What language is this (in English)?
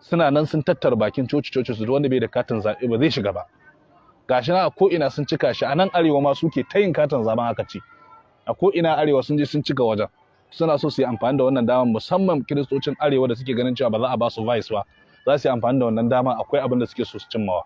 Hausa